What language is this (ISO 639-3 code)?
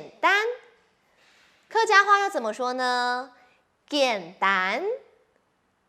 hak